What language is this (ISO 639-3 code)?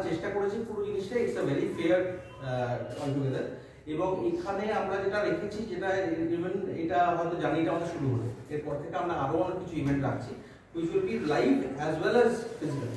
ben